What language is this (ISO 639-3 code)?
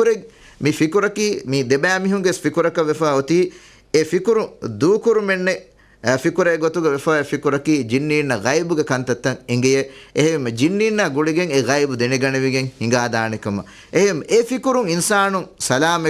div